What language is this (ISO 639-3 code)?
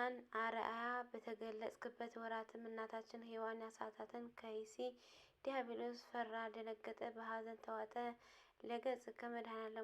amh